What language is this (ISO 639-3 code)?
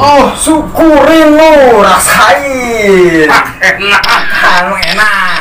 bew